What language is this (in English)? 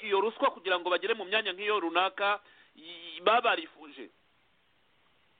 Kinyarwanda